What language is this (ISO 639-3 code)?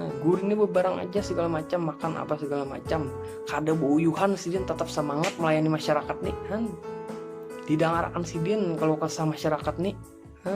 bjn